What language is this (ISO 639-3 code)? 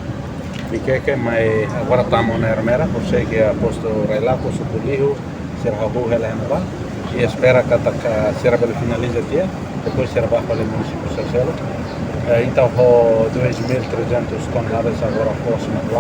tet